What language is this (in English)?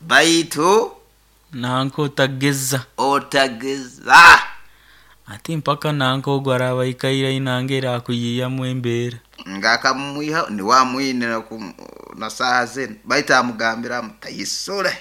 Nyoro